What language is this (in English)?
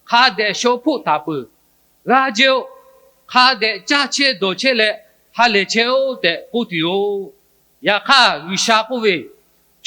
Lahu